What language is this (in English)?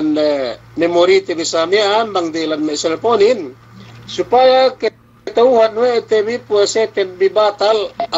Yakan